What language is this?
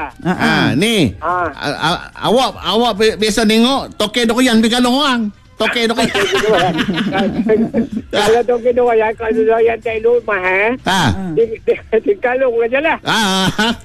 Malay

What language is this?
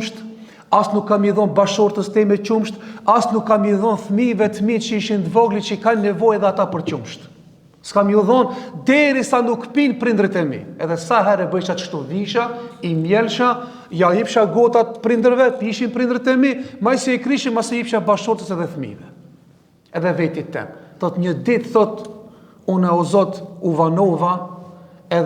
Albanian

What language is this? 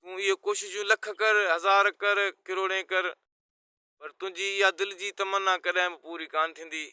Sindhi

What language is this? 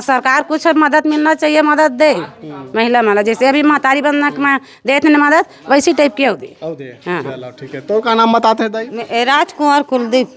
Chhattisgarhi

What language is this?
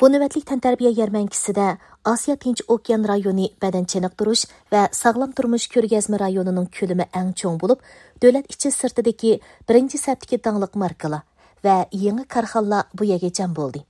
Uyghur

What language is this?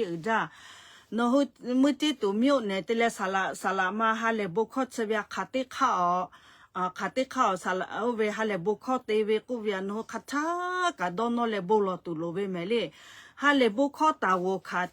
Lahu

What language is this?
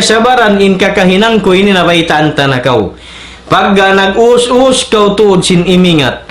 Tausug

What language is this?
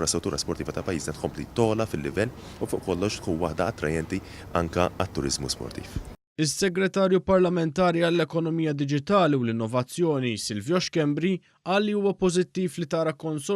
Maltese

